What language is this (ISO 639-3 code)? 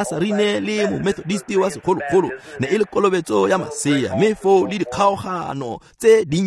tsn